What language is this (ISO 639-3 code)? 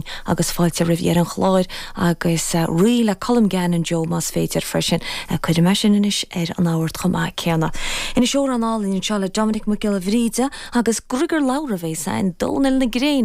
gle